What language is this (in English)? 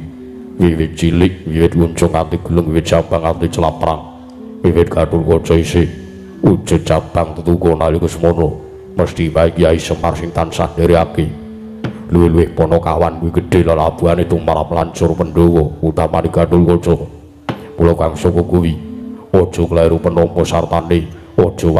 Javanese